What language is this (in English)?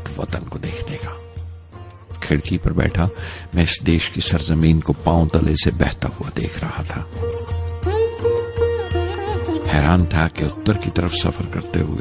Hindi